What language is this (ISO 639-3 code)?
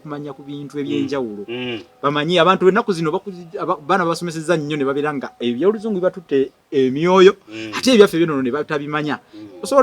lug